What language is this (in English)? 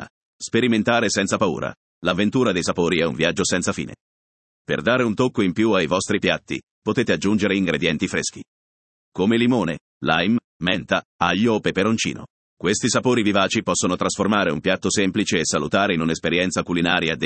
Italian